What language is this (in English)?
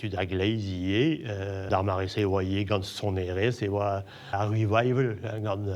Breton